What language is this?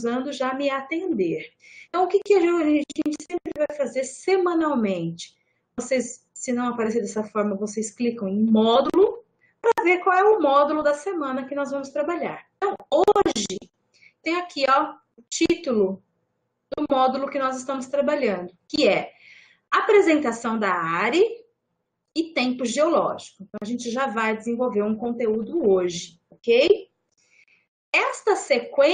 Portuguese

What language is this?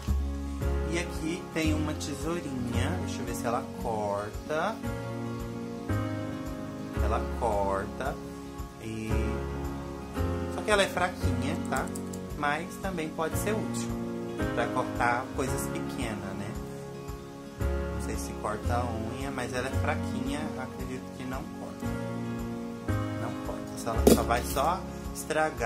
Portuguese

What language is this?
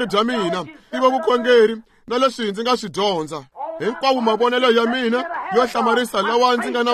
Tsonga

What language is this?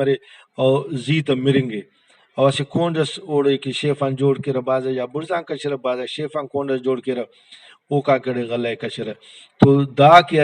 Brahui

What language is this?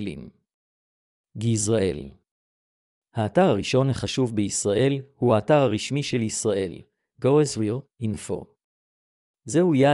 Hebrew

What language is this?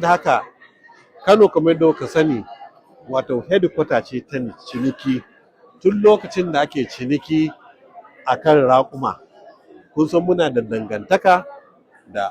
Hausa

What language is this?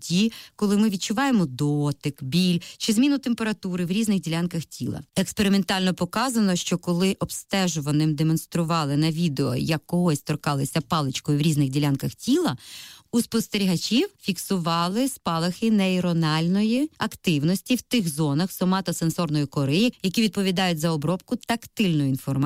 Ukrainian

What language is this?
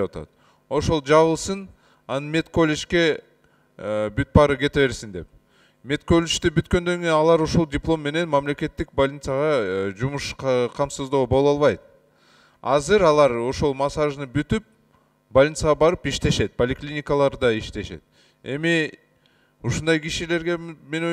Kyrgyz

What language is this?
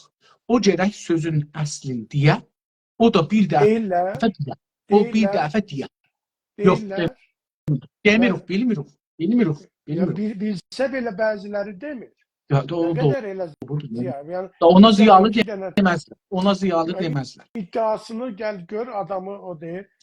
South Azerbaijani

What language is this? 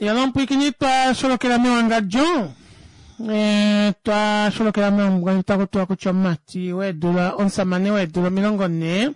Kuanyama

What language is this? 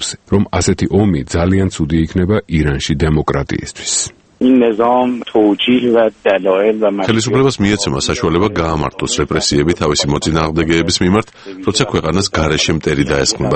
Georgian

